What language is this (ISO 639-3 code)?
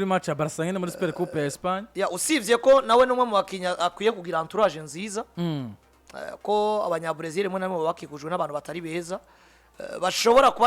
run